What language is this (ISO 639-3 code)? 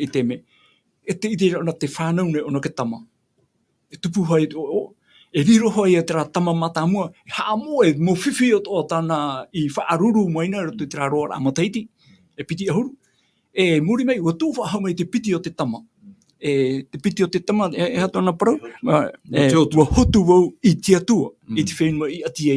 tah